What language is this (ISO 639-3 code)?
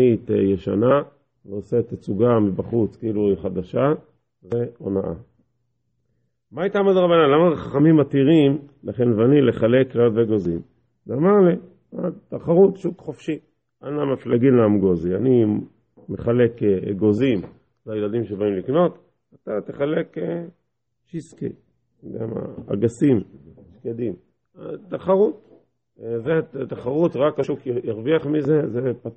heb